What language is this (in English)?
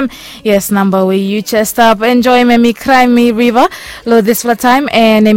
Bislama